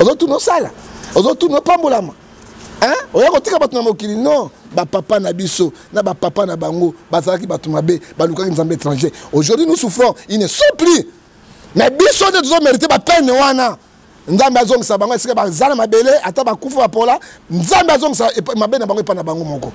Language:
Lingala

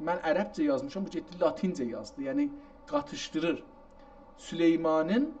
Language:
South Azerbaijani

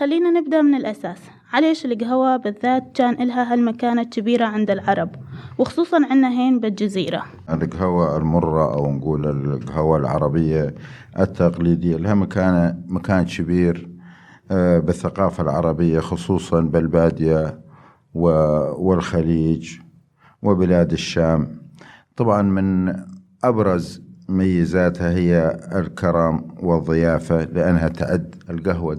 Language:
Mesopotamian Arabic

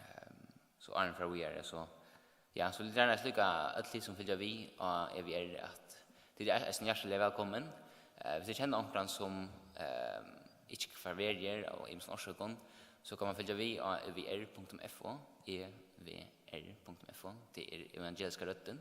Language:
Faroese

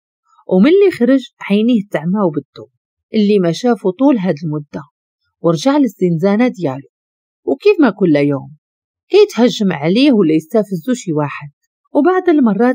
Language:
Moroccan Arabic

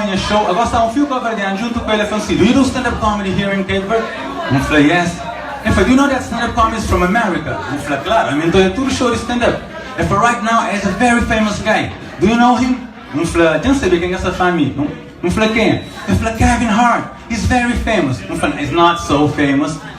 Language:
Kabuverdianu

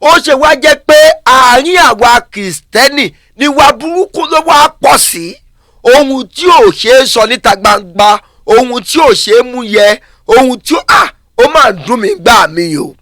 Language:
Yoruba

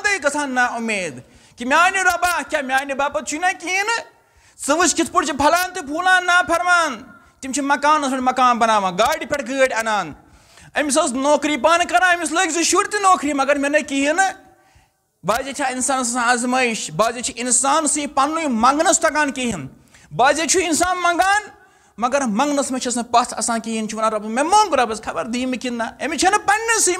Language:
Kashmiri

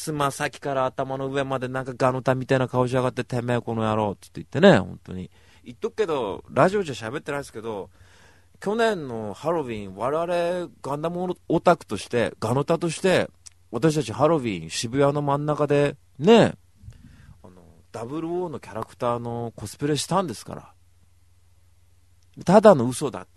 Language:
Japanese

